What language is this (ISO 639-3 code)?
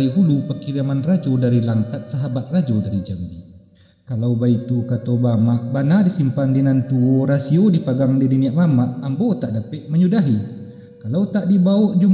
min